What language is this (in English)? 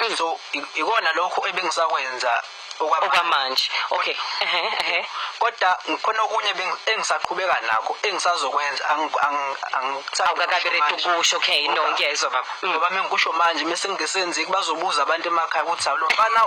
Zulu